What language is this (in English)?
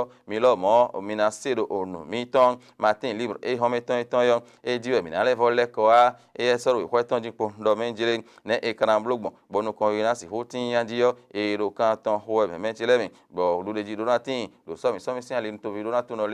Fon